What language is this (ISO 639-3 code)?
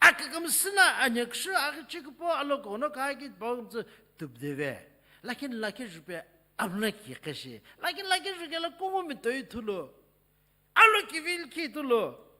nsm